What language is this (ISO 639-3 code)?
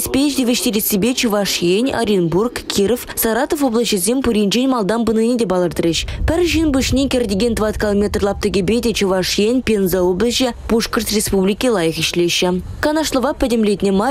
chv